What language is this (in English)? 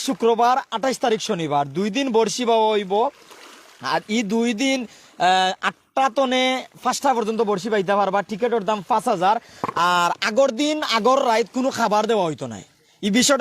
Sylheti